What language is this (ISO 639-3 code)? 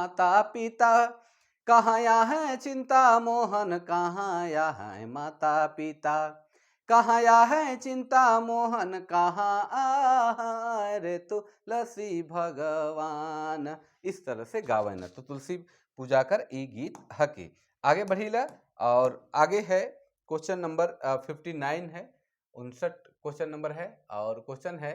sck